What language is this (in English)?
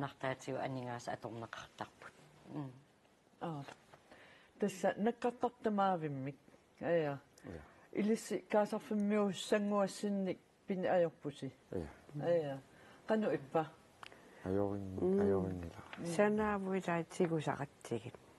Kalaallisut